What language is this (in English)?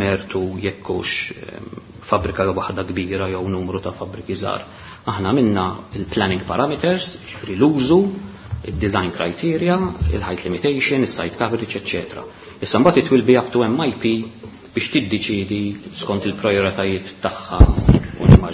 Maltese